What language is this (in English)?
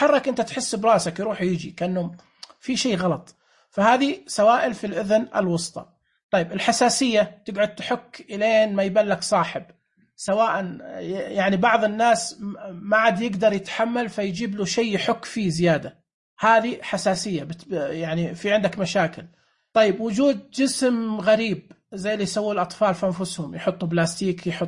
Najdi Arabic